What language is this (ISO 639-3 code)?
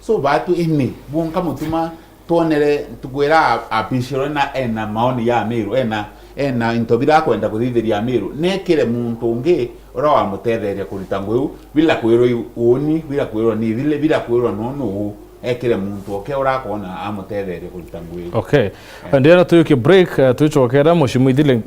mer